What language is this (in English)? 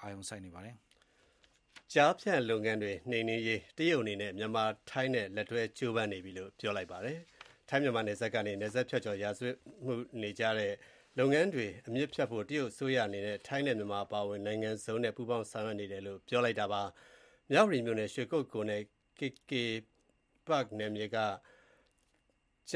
Burmese